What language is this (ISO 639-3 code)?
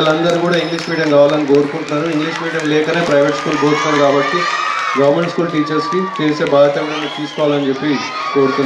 tel